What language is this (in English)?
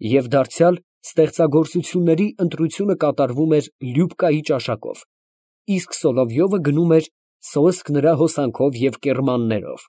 Armenian